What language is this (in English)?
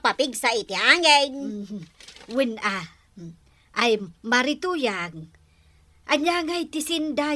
Iloko